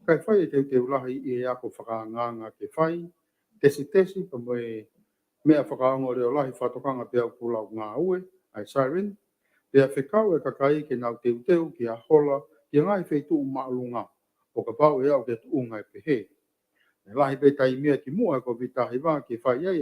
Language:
Tongan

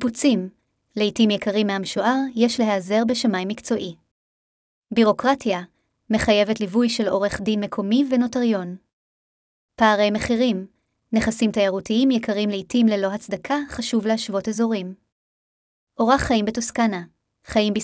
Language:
Hebrew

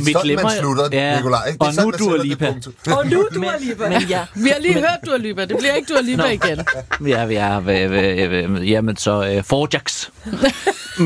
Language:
Danish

